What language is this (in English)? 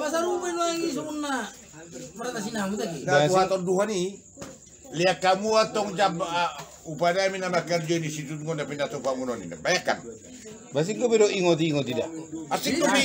Batak Toba